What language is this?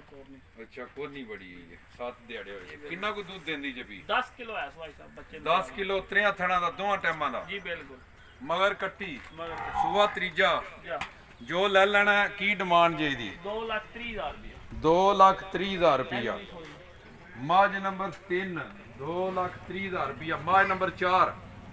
Punjabi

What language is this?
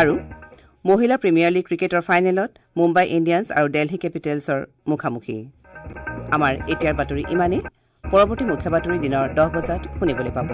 Assamese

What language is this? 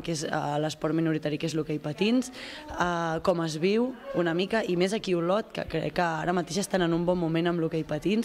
Catalan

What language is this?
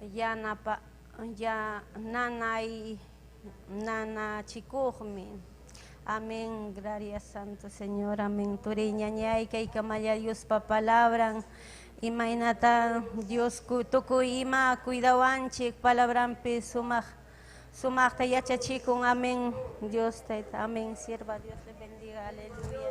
Ayacucho Quechua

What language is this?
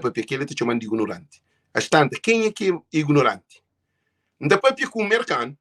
Kabuverdianu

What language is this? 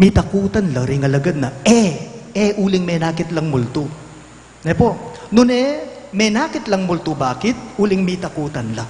Pampanga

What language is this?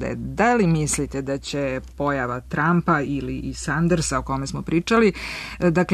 Serbian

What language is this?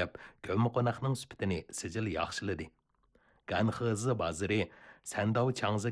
Uyghur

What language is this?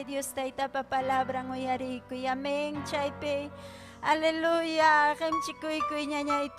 Ayacucho Quechua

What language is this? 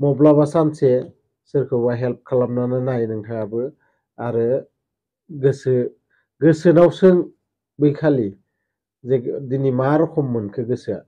Bodo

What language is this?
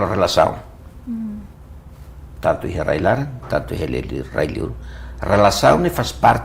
Tetum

